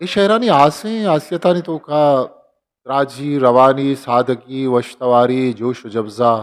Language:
Eastern Balochi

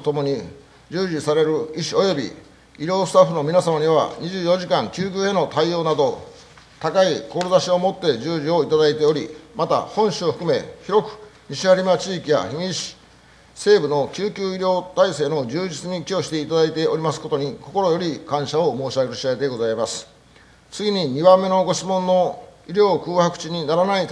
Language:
Japanese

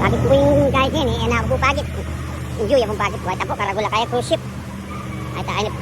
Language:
Pampanga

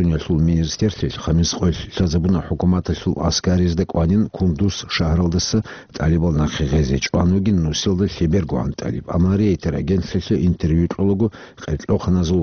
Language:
Avaric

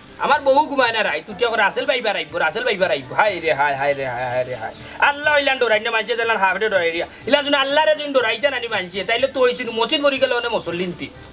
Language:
Sylheti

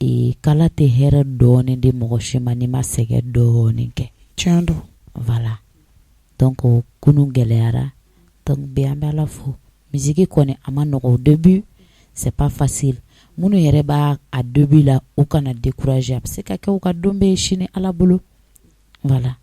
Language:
Bambara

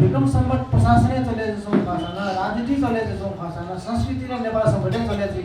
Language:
Newari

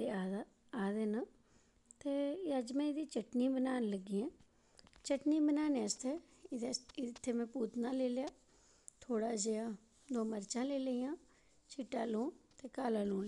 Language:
Dogri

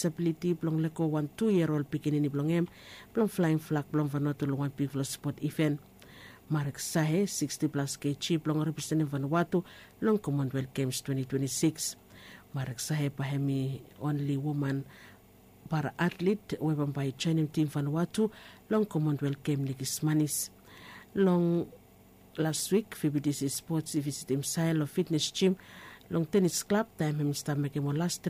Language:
Bislama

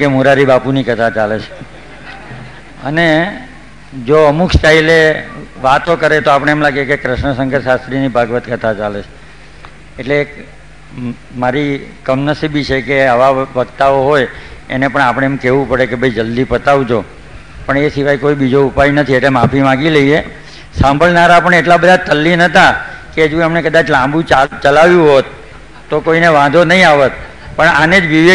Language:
Gujarati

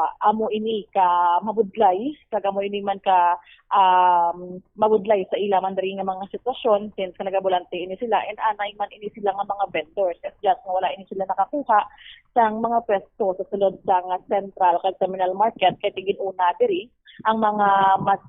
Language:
Hiligaynon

